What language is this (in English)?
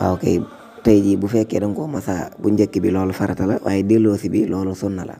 Wolof